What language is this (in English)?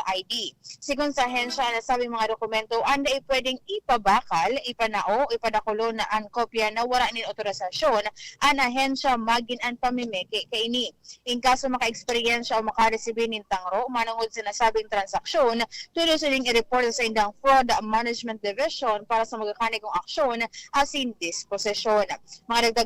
Bikol